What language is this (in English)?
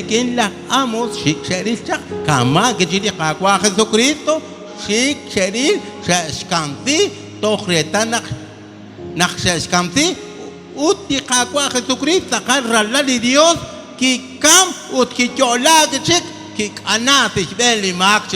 Kekchí